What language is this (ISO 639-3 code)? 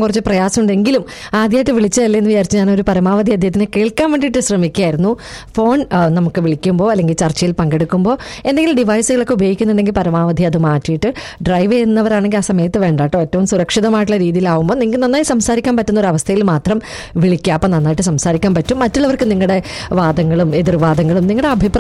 mal